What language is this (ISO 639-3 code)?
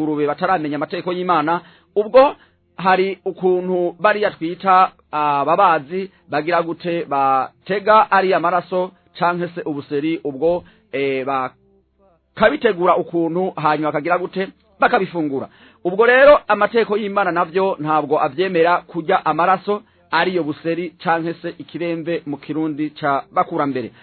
run